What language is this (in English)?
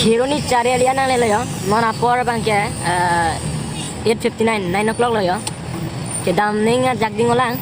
Karbi